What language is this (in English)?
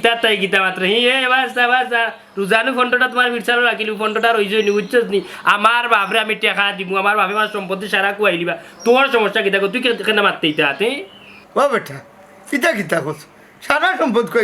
Sylheti